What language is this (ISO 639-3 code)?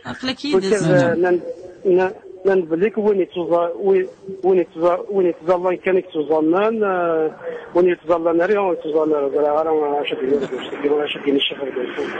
kab